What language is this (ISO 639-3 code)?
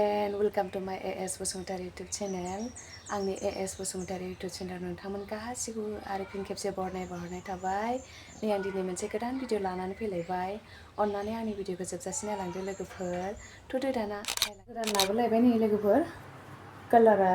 brx